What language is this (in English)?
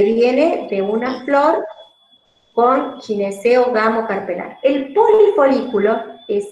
Spanish